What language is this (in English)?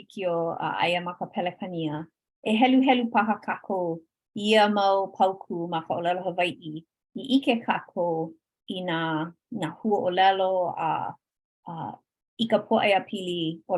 Hawaiian